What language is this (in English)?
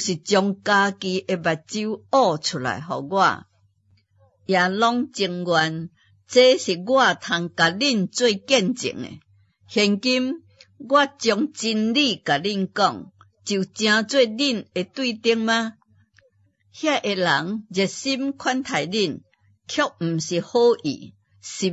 Min Nan Chinese